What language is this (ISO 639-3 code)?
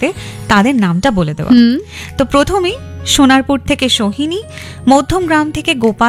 ben